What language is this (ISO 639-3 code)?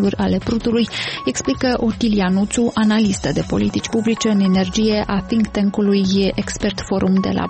ron